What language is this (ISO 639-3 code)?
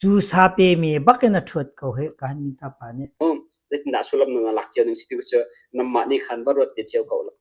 cnh